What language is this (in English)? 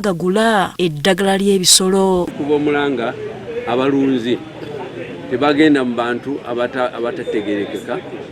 Ganda